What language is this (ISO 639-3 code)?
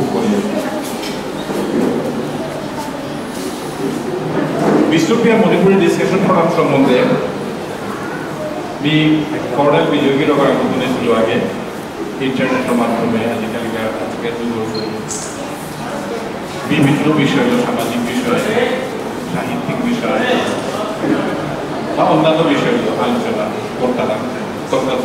ben